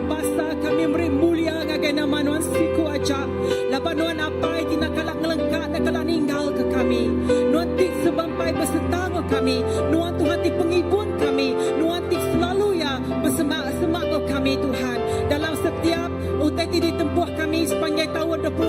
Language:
Iban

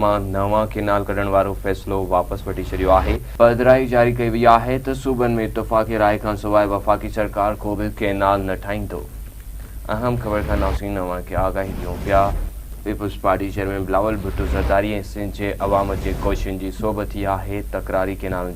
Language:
Sindhi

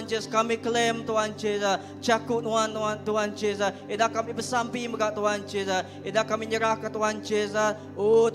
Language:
Iban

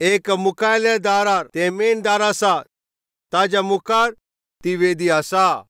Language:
Konkani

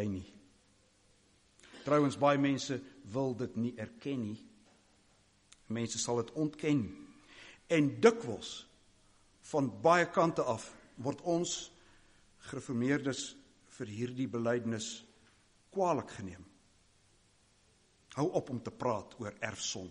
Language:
Afrikaans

